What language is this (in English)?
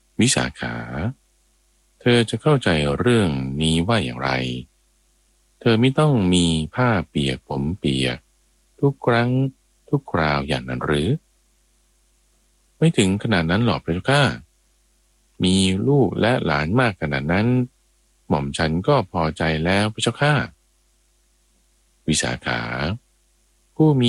Thai